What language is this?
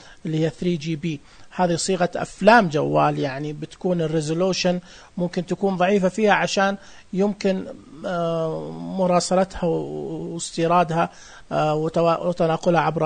Najdi Arabic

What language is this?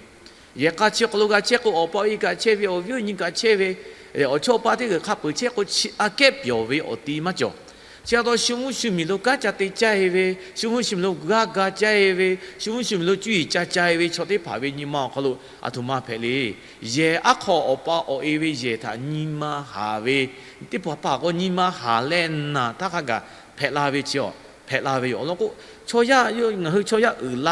Lahu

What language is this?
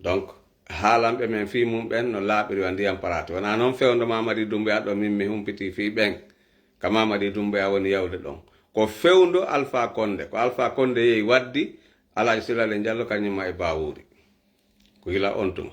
Fula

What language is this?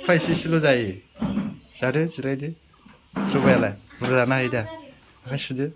Bodo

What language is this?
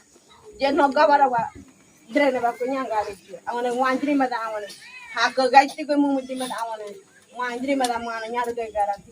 Ngäbere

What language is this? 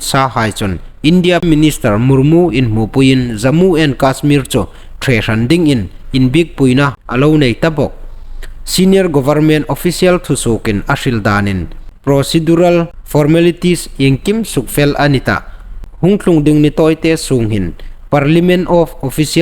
Hmar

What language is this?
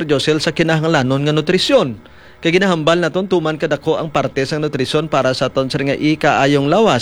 Hiligaynon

